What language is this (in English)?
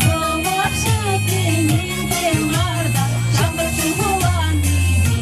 Chuvash